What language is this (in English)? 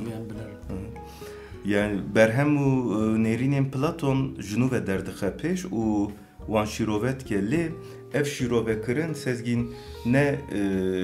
Kurdish